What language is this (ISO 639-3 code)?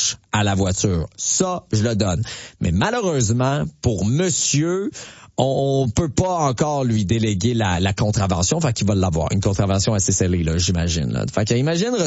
fra